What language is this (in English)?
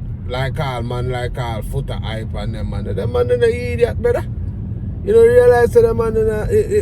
Jamaican Creole English